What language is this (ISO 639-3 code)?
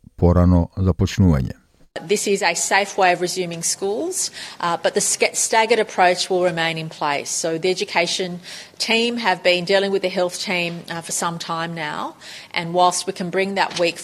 mkd